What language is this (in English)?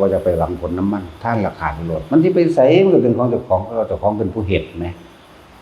Northeastern Thai